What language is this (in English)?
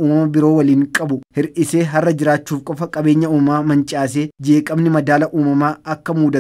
Oromo